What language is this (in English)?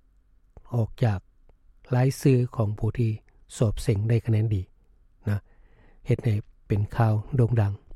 Lao